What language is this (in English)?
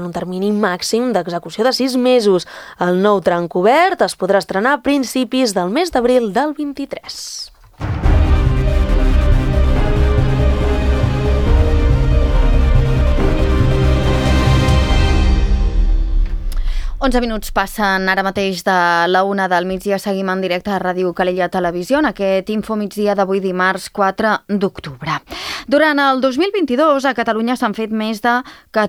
Catalan